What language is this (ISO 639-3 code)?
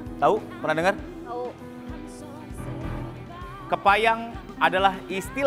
ind